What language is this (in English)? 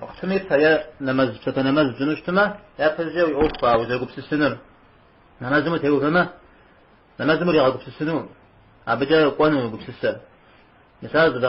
Kabardian